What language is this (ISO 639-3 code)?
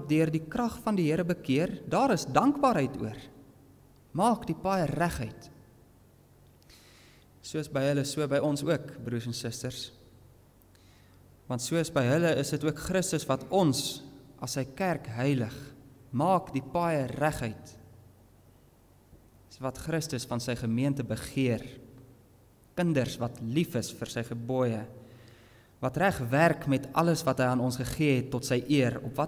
afr